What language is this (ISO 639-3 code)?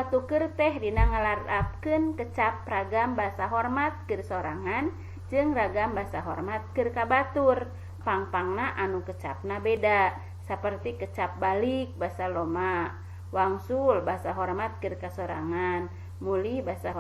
sun